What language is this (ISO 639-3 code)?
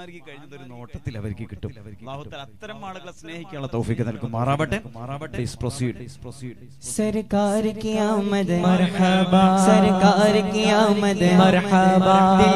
mal